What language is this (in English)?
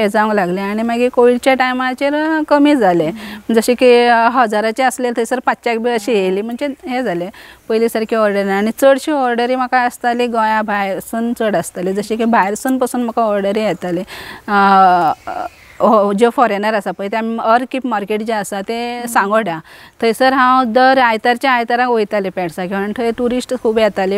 Konkani